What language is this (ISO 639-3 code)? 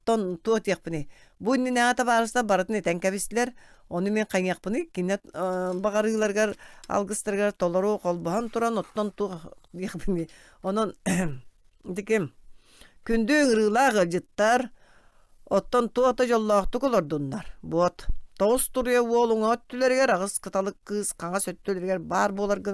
sah